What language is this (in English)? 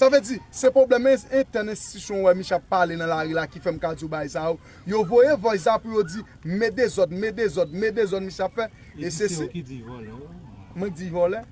Haitian Creole